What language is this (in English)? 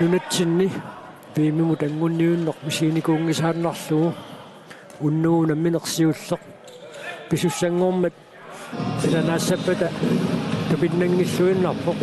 Kalaallisut